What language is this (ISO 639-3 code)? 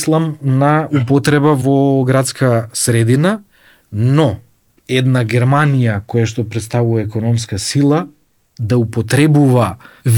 mkd